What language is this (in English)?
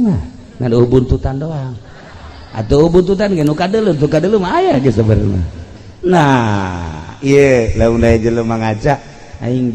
Sundanese